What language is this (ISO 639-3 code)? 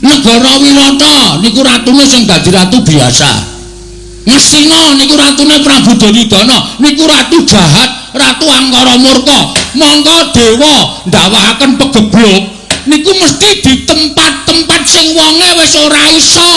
jav